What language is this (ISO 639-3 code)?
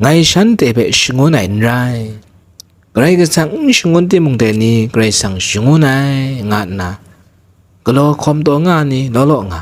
kac